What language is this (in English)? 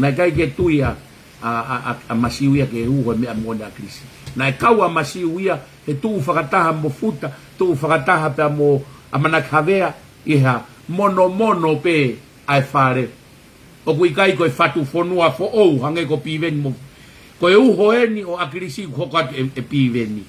Tongan